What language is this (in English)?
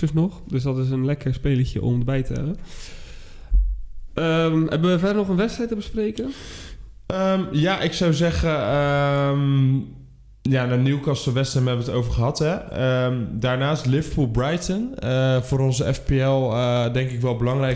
Dutch